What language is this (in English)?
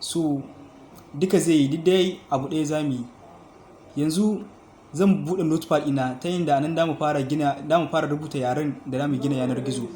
Hausa